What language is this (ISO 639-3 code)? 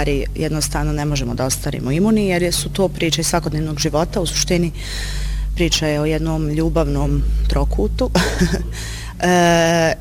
bos